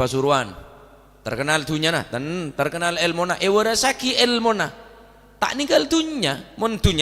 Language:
Madurese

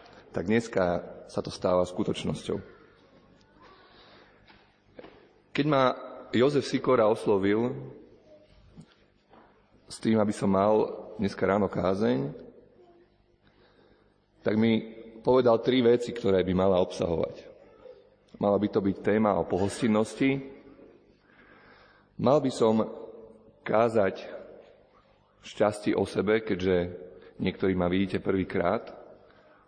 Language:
Slovak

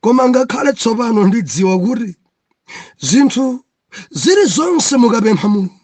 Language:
Nyanja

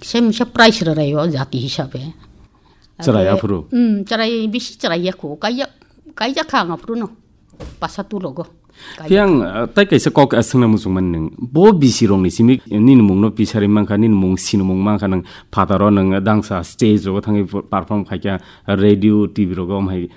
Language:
Kok Borok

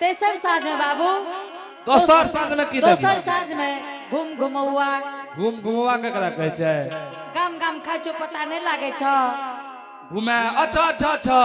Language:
Angika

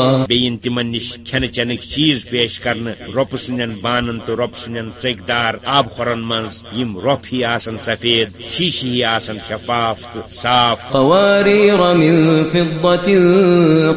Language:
Kashmiri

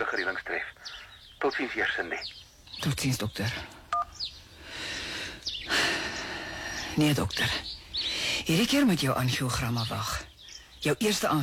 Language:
Afrikaans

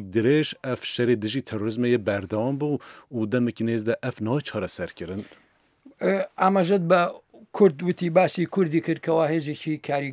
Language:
Central Kurdish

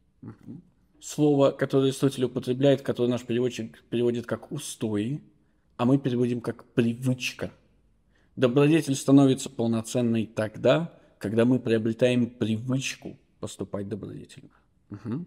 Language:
Russian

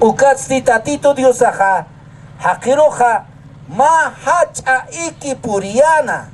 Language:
Aymara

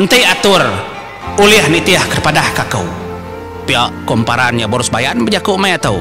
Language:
Iban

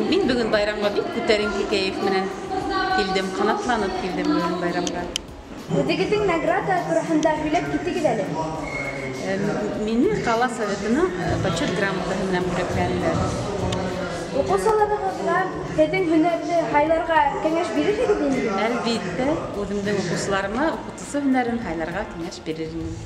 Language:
Bashkir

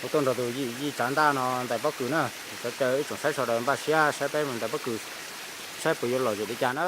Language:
Hmong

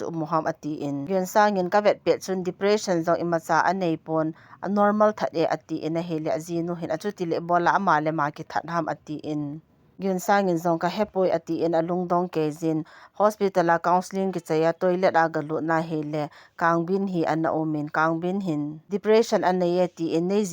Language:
Thado Chin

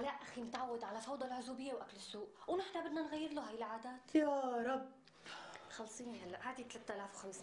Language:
North Levantine Arabic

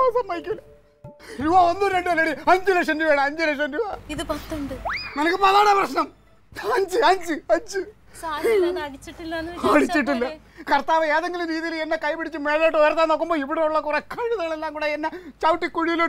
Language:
Malayalam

